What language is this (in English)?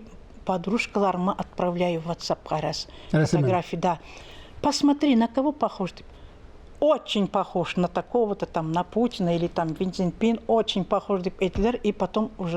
Tatar